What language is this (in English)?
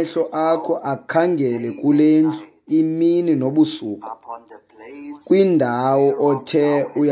Xhosa